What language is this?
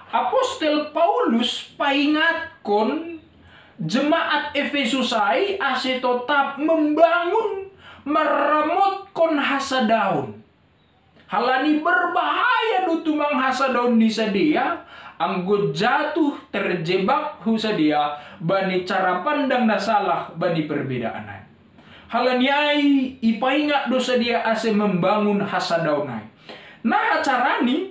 Batak Simalungun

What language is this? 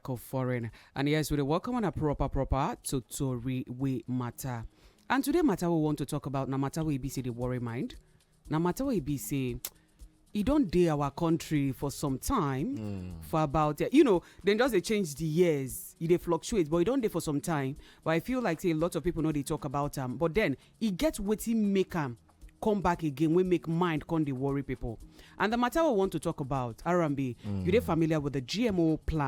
Nigerian Pidgin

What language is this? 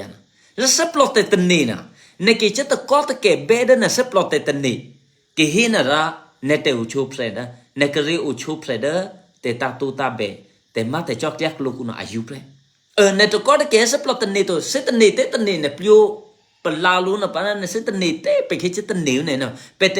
Eastern Kayah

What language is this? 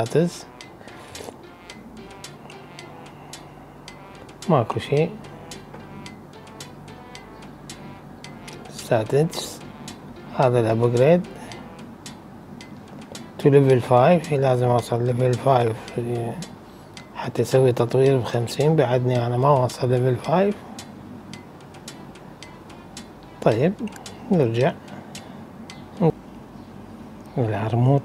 Mesopotamian Arabic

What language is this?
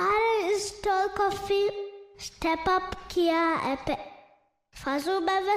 Divehi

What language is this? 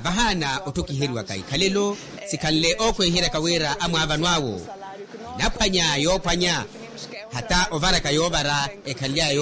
Makhuwa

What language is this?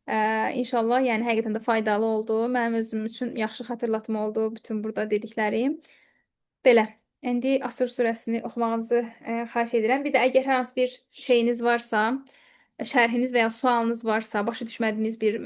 Azerbaijani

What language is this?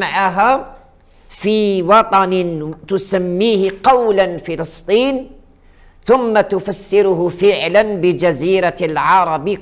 Arabic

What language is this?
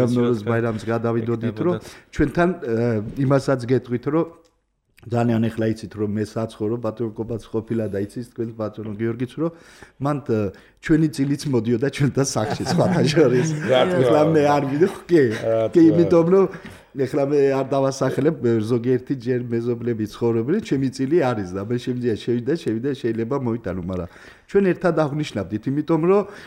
Georgian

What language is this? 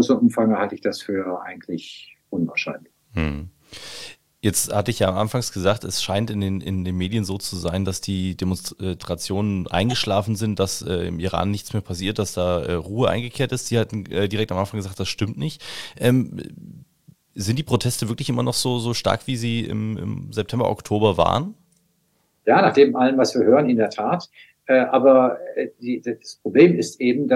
German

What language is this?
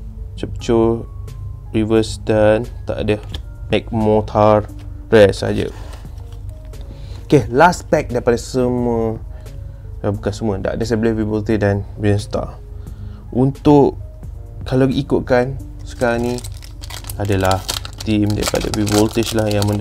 Malay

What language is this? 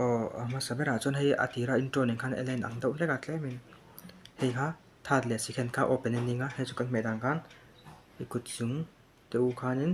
Mizo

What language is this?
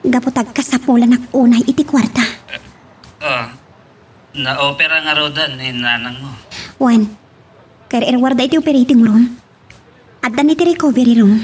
Iloko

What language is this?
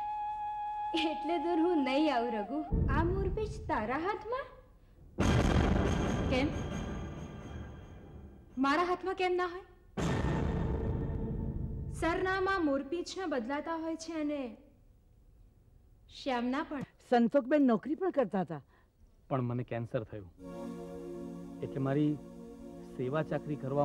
Gujarati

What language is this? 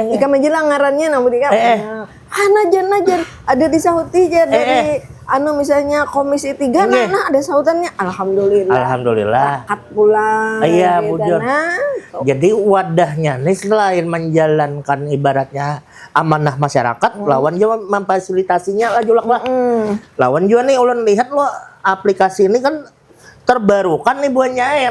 Banjar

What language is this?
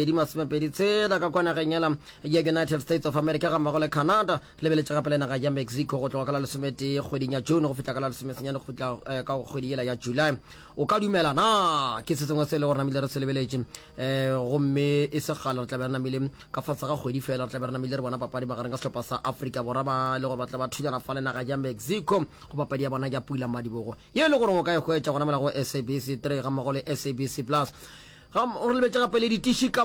Northern Sotho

